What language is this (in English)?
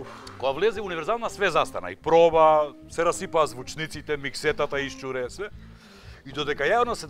Macedonian